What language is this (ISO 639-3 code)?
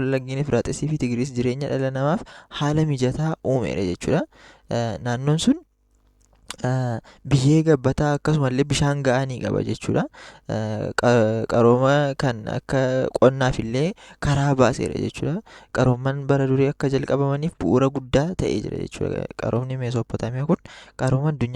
orm